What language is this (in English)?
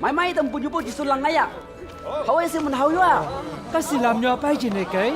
Chang Naga